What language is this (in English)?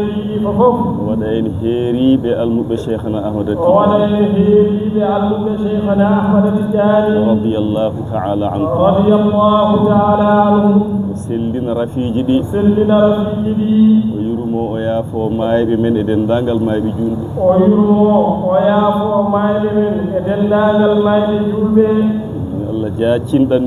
Fula